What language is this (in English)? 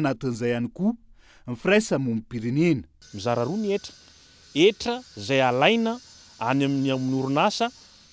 Malagasy